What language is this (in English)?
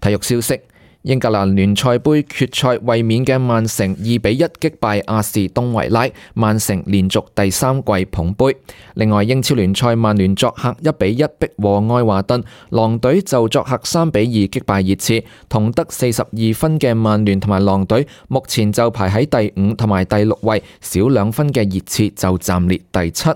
Cantonese